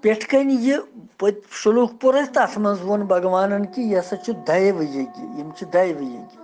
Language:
Kashmiri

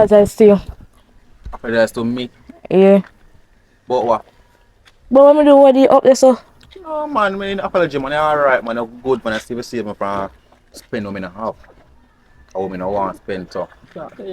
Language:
Jamaican Creole English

